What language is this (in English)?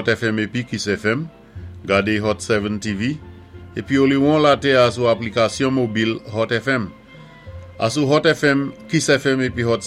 Saint Lucian Creole French